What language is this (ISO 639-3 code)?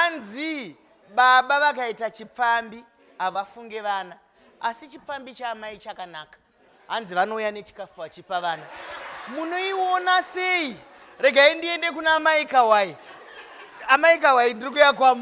sna